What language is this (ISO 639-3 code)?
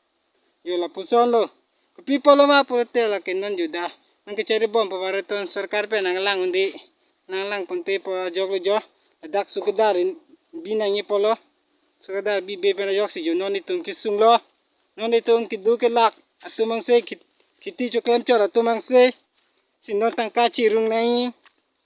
mjw